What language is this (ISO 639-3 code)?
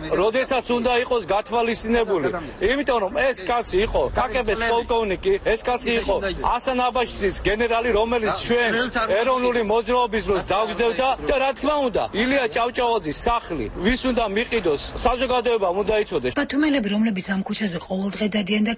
kat